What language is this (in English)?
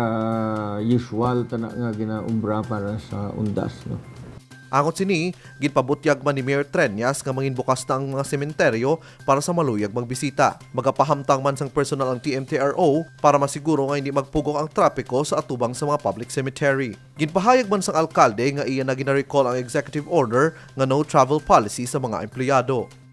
Hiligaynon